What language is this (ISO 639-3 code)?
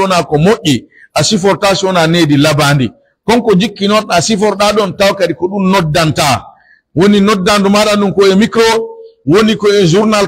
fuf